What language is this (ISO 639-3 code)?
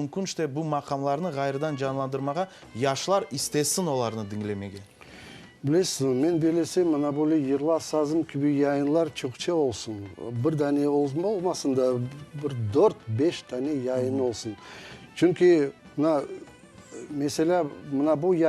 crh